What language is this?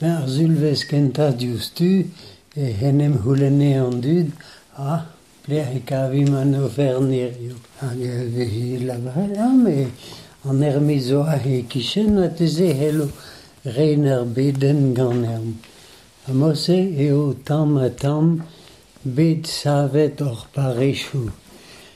Breton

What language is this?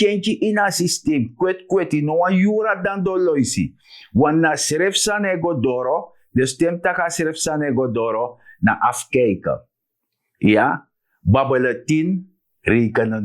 Sranan Tongo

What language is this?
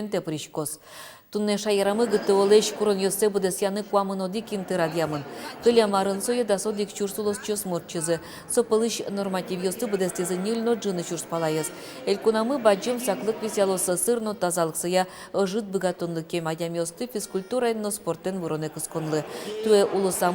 Udmurt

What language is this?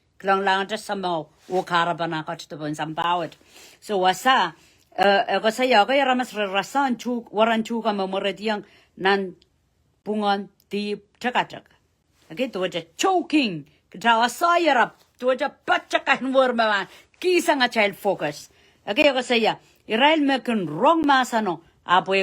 Pohnpeian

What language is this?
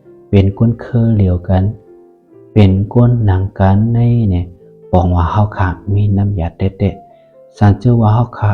Shan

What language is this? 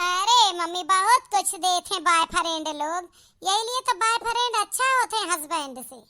Awadhi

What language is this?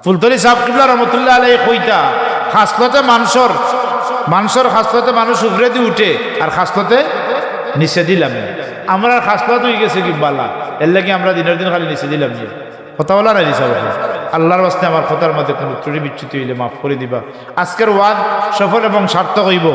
Sylheti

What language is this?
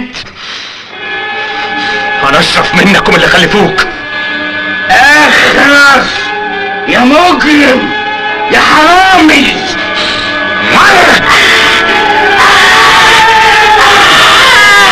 Egyptian Arabic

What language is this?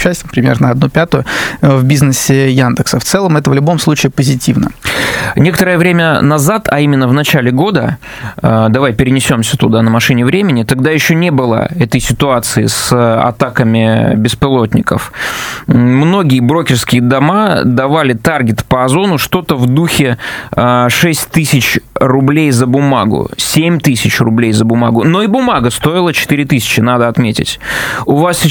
Russian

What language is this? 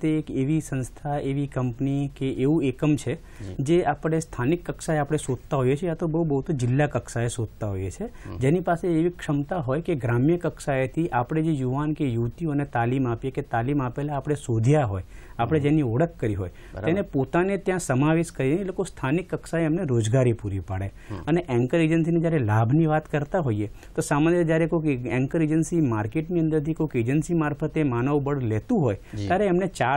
Gujarati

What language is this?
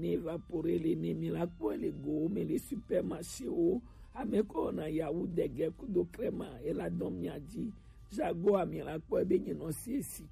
Gen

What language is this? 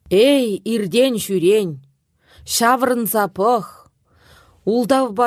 Chuvash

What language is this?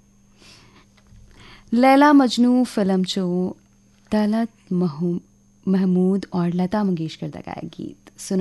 Punjabi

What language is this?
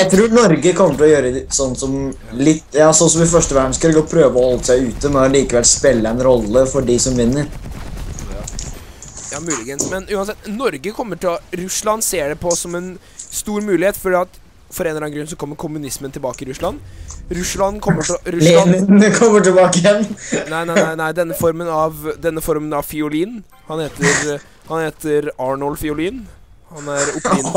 Norwegian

